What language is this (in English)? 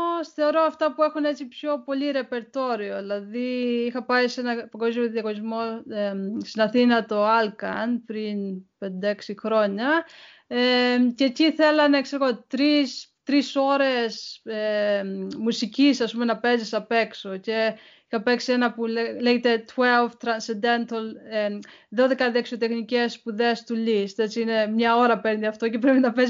Greek